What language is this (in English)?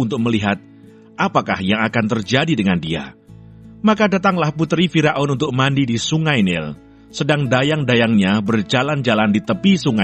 Kupang Malay